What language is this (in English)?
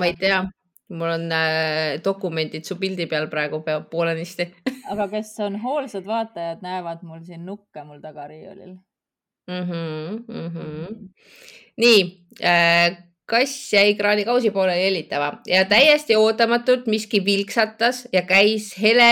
Estonian